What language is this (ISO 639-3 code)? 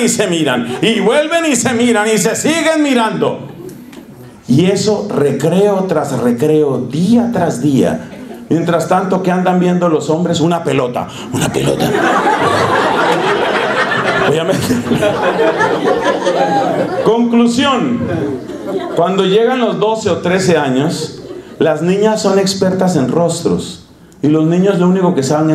spa